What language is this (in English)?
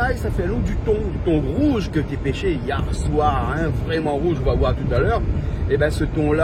Réunion Creole French